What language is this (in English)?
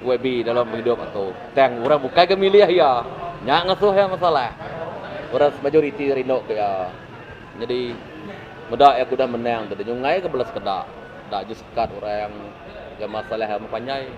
Iban